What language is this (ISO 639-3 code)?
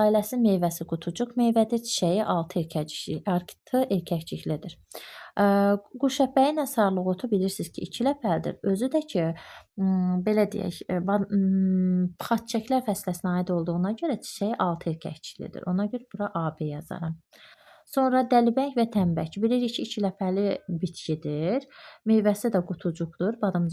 aze